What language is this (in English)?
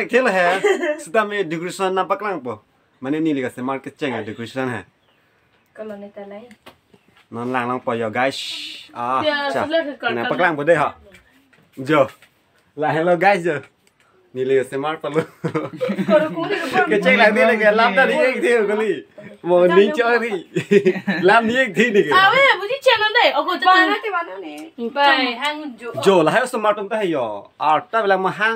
Karbi